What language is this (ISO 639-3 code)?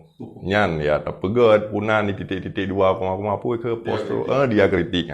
ace